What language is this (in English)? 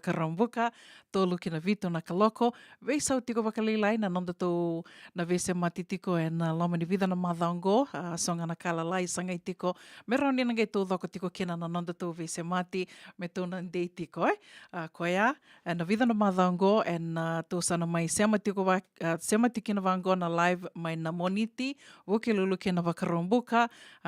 Fijian